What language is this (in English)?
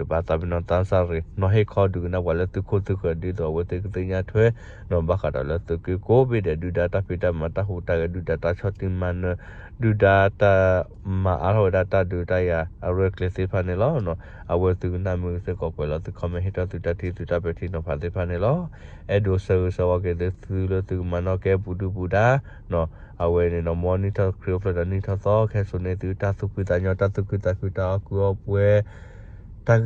S'gaw Karen